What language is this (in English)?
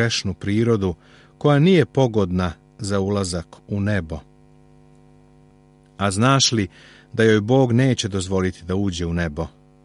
Serbian